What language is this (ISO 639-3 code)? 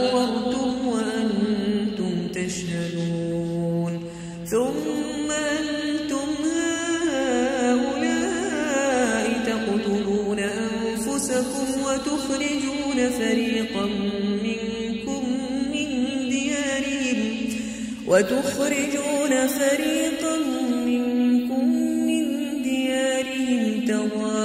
ara